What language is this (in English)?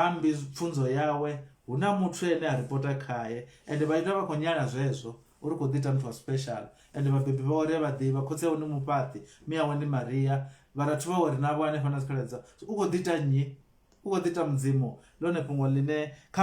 Venda